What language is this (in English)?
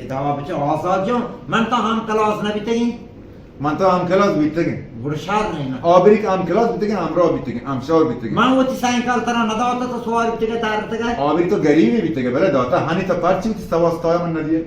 Baluchi